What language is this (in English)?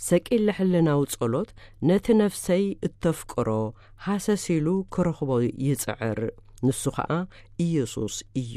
Tigrinya